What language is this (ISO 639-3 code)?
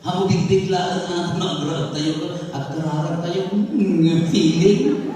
ilo